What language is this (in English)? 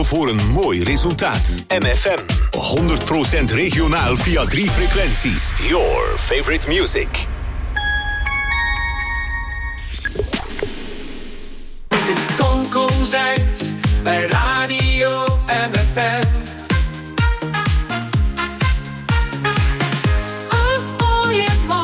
Dutch